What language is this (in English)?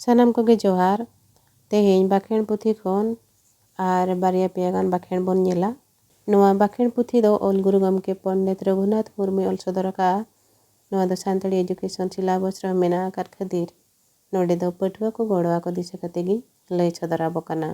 Santali